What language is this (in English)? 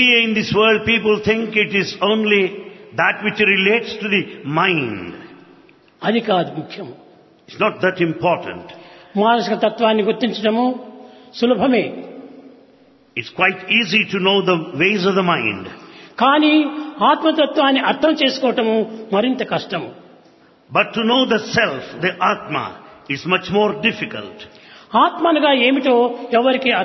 Telugu